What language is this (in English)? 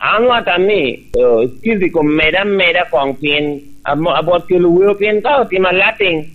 Lango (Uganda)